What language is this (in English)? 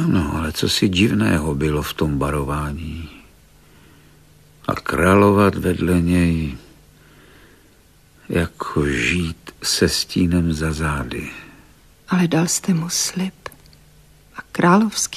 Czech